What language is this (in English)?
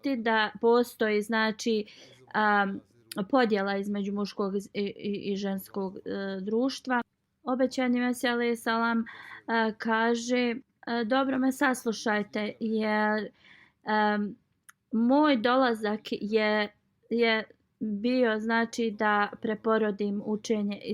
Bosnian